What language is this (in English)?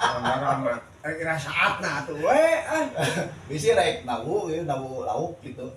Sundanese